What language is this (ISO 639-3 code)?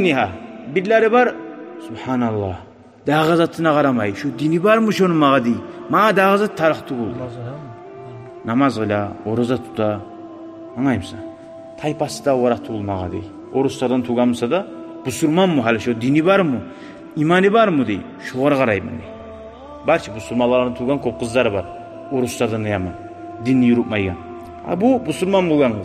kum